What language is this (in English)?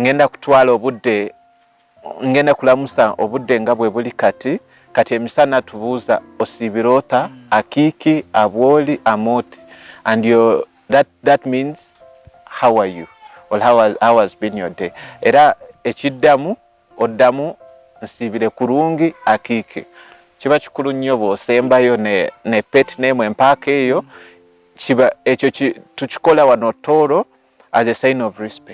Ganda